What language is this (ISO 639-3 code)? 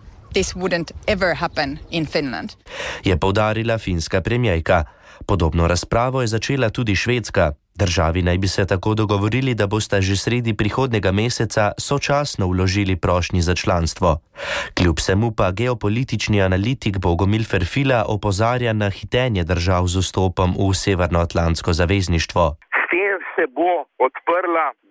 slv